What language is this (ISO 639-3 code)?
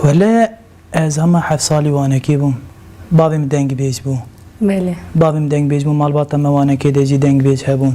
kur